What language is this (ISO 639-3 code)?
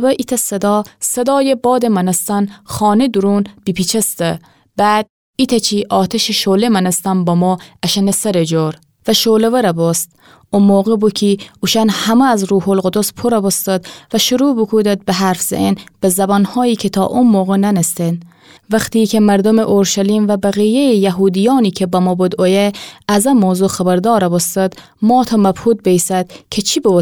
glk